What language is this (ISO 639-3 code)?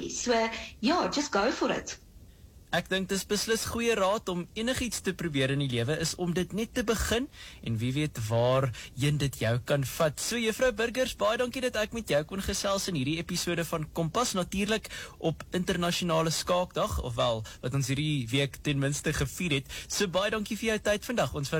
afr